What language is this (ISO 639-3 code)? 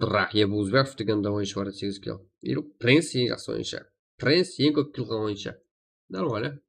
kaa